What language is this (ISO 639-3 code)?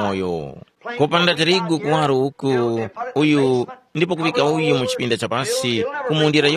tum